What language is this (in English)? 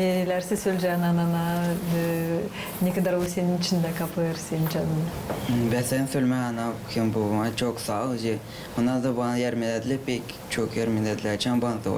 Gagauz